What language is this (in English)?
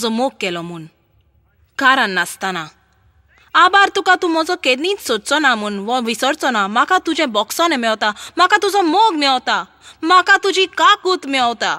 Konkani